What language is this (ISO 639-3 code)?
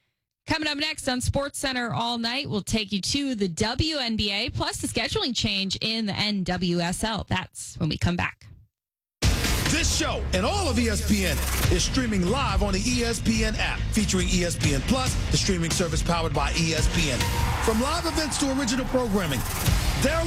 eng